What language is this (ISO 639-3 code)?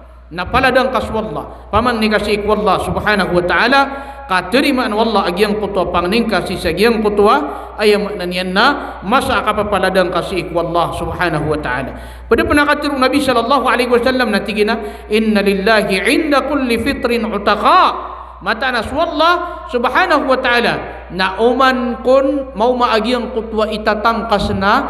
mrw